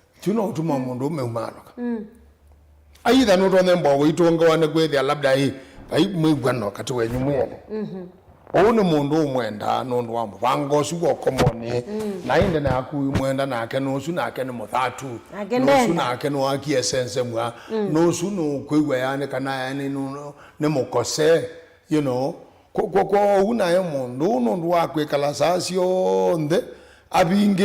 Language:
Kamba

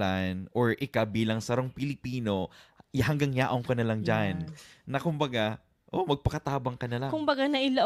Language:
Bikol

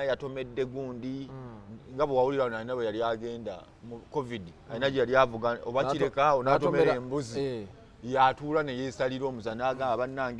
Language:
Ganda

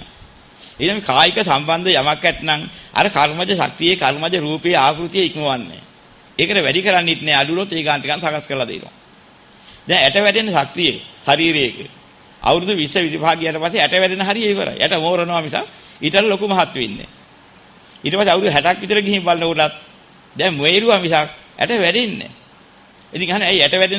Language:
Sinhala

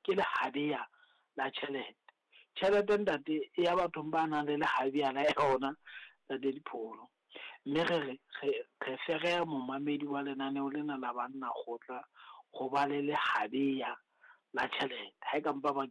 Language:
Southern Sotho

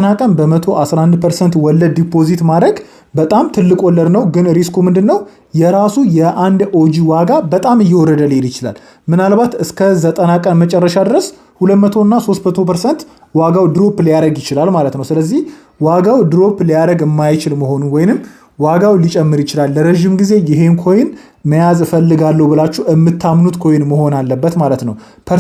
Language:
Amharic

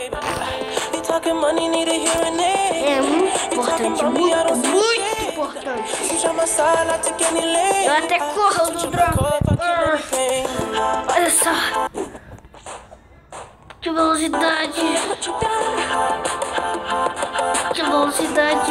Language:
Portuguese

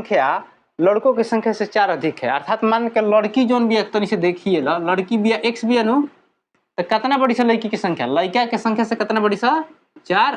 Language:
Bhojpuri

